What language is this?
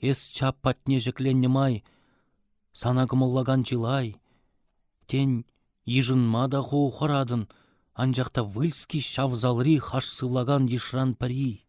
Chuvash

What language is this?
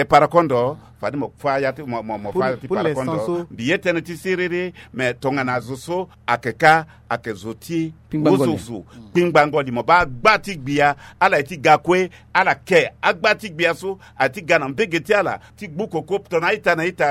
Sango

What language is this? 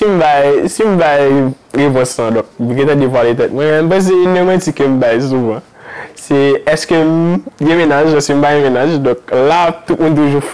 Haitian Creole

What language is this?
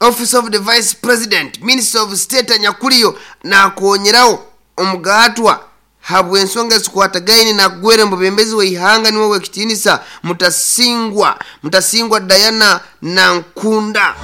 Nyoro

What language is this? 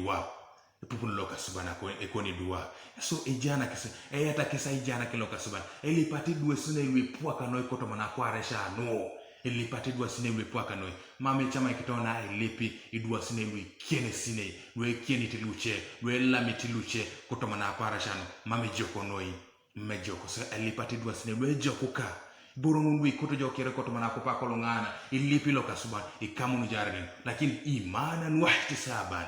Teso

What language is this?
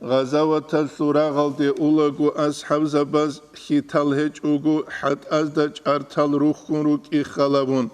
Avaric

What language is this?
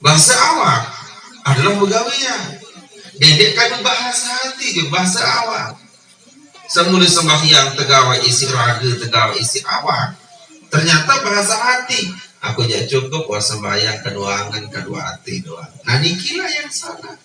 Sasak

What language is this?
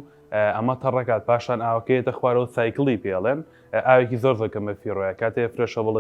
Central Kurdish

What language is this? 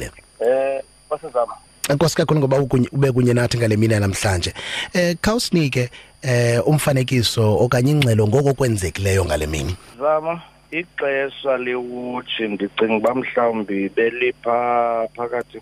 Xhosa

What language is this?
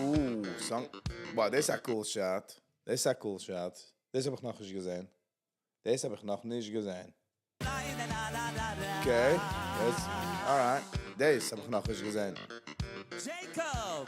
Yiddish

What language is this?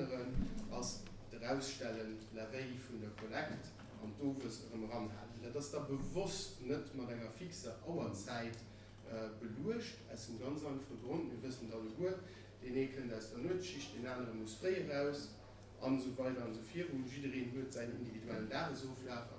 Luxembourgish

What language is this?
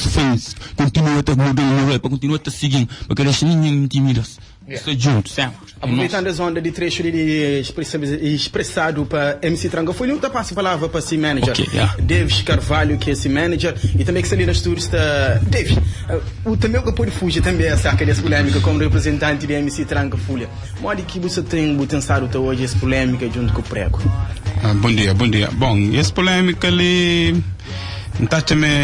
Kabuverdianu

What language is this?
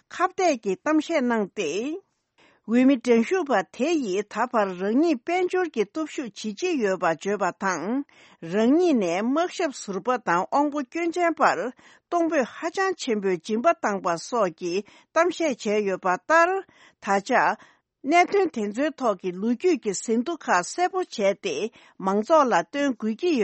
Tibetan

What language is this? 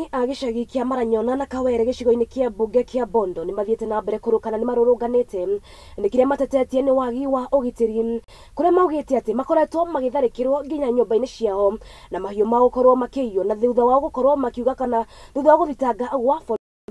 Kikuyu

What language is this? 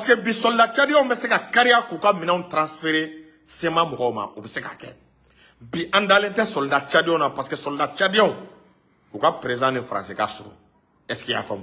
Bambara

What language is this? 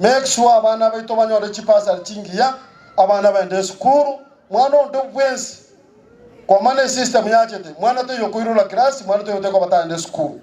Gusii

